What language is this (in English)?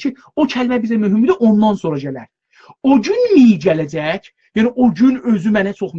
South Azerbaijani